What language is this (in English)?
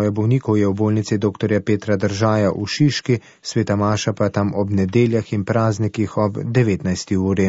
Slovenian